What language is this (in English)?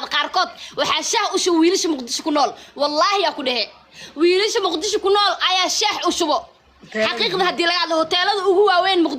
Somali